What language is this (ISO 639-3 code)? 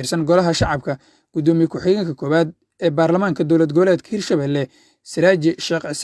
som